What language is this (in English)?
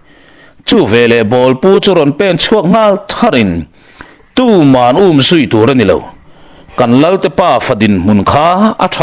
Mizo